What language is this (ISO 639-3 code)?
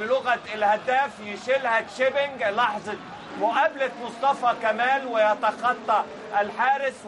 arz